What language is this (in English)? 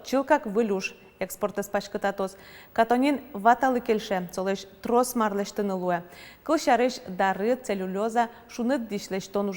Udmurt